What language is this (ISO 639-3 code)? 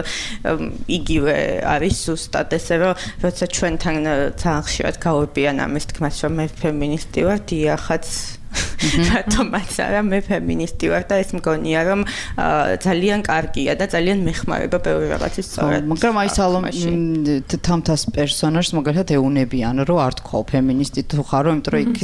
kat